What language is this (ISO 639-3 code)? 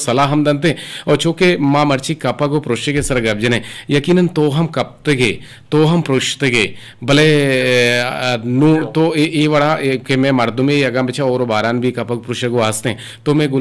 bgp